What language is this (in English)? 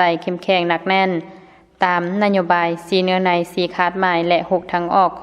Lao